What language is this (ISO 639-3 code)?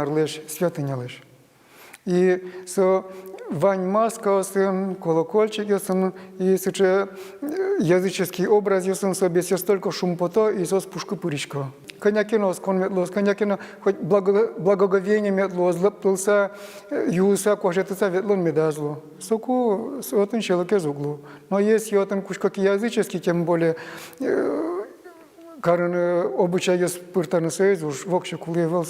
udm